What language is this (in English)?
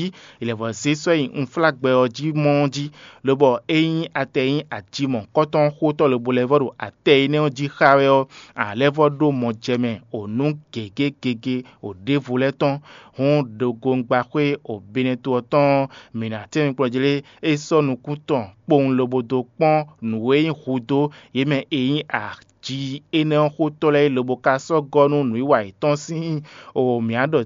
Fon